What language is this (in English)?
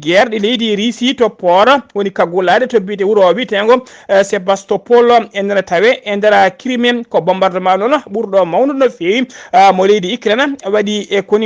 Fula